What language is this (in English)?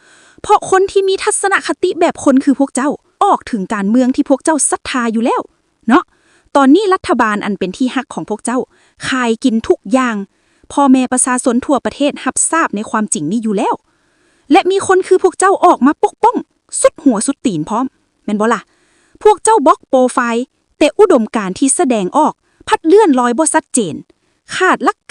Lao